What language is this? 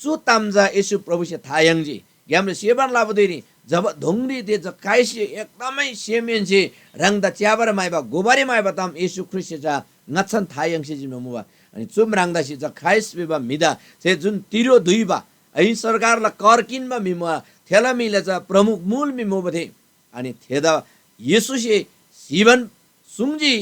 Eastern Tamang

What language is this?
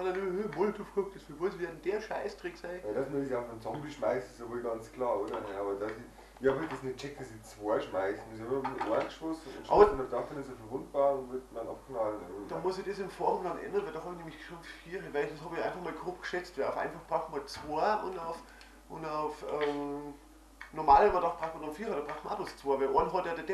Bavarian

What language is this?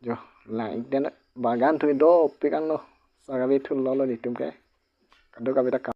Karbi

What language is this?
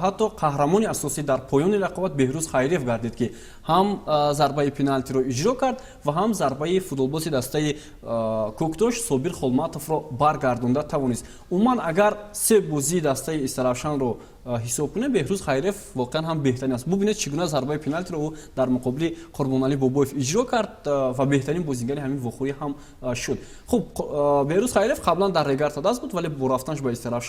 Tajik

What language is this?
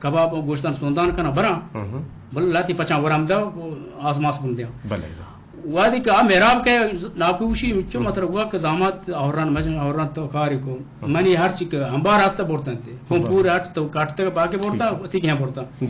Eastern Balochi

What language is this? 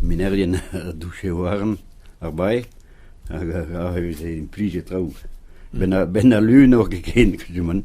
Breton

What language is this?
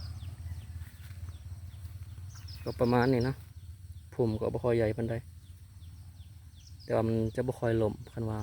Lao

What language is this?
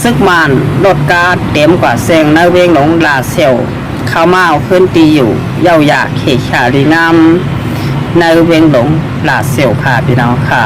Shan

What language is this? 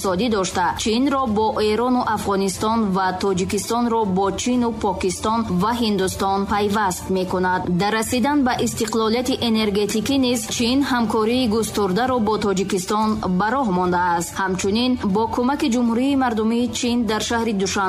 Tajik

